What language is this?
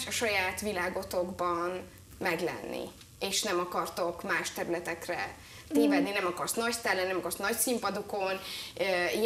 Hungarian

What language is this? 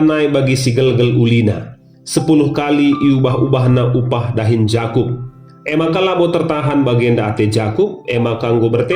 Batak Karo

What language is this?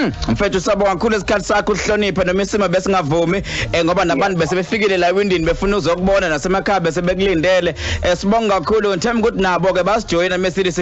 Zulu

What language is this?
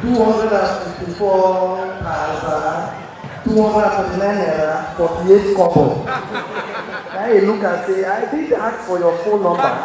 Nigerian Pidgin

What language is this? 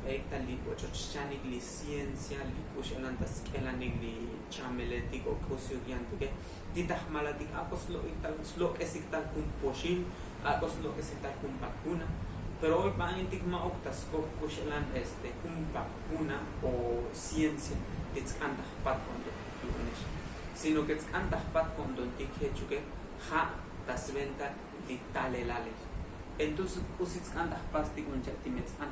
Tzotzil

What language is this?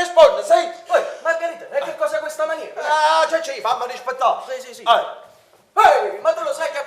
Neapolitan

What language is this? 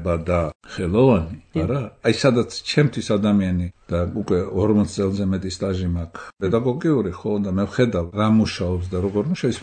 Georgian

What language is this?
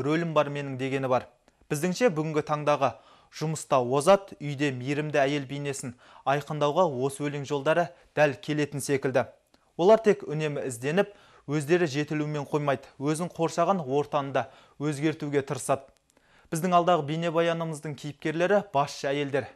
Kazakh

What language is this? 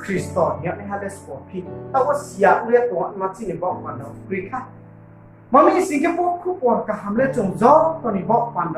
Riang (India)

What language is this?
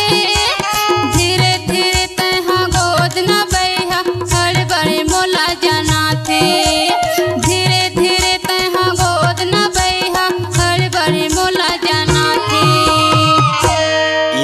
Chhattisgarhi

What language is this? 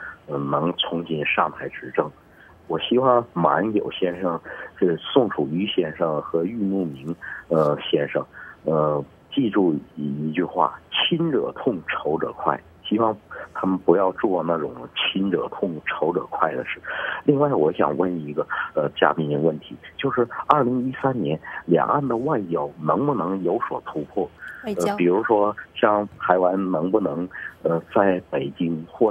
Chinese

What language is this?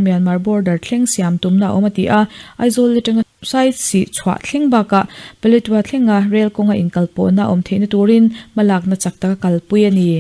Mizo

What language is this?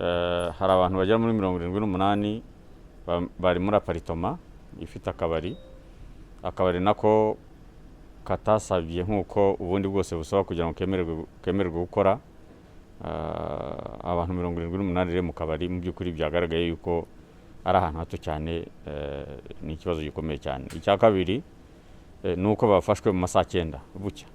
Kinyarwanda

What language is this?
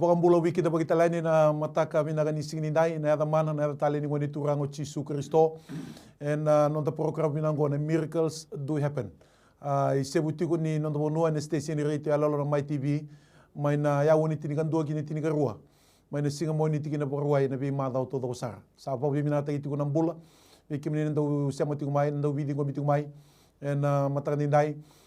Fijian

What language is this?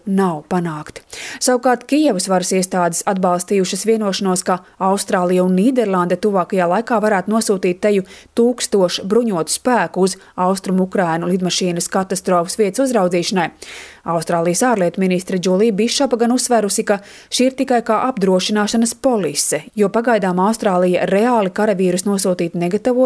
Latvian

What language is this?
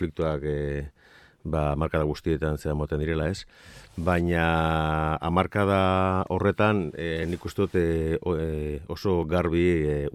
Basque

